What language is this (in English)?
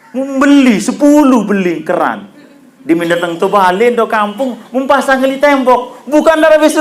Sasak